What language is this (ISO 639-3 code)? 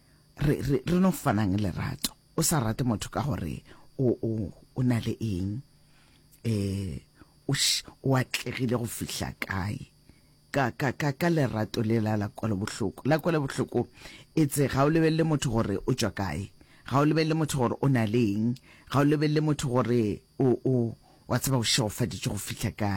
nso